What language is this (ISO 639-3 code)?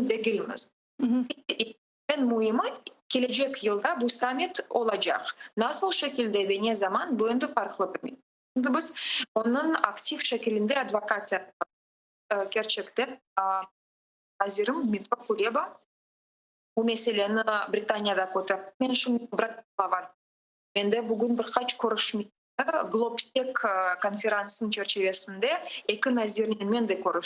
crh